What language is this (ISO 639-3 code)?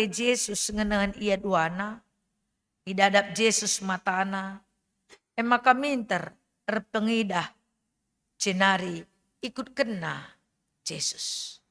btx